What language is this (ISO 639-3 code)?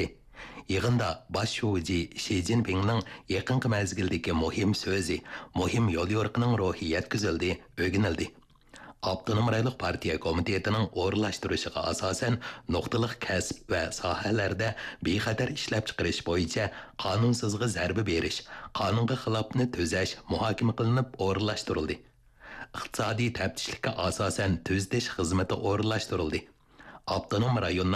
uig